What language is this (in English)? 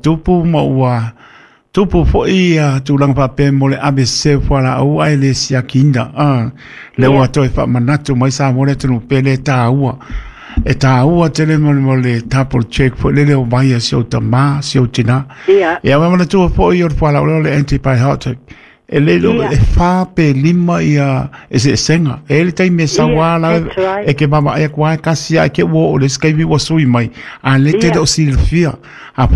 Samoan